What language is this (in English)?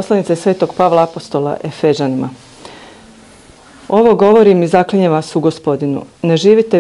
Croatian